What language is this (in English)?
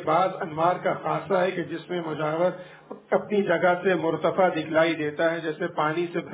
Urdu